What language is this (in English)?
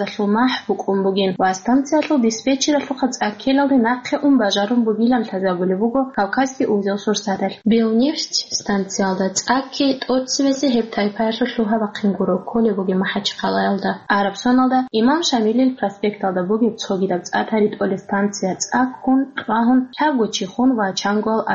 Avaric